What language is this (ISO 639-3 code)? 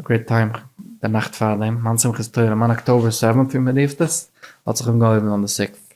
yid